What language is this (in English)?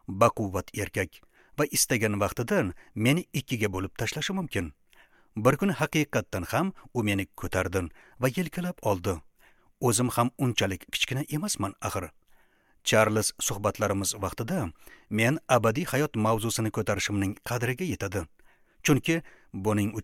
Uzbek